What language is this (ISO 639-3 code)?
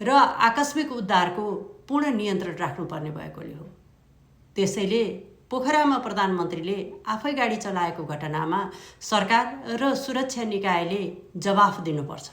nep